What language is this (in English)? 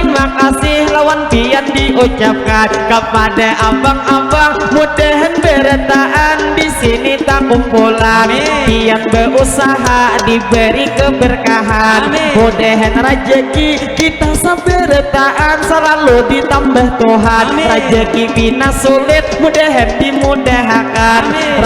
Banjar